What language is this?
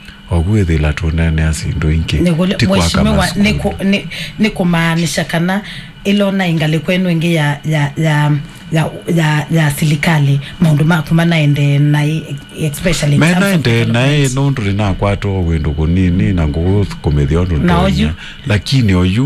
Kamba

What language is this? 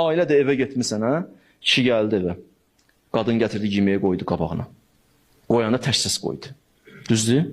Azerbaijani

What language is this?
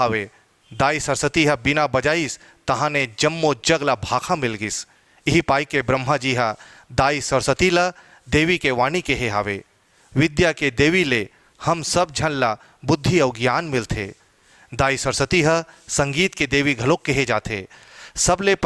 Chhattisgarhi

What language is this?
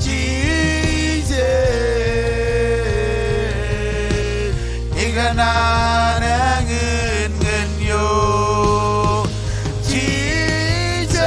Marshallese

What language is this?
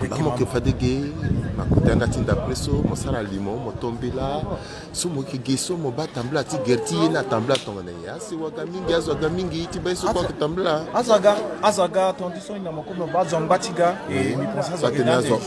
Sango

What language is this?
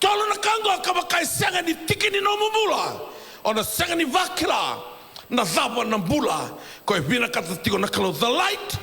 Fijian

